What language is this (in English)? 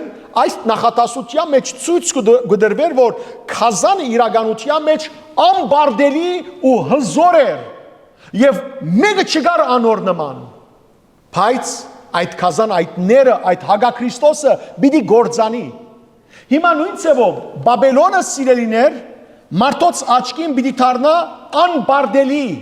Western Armenian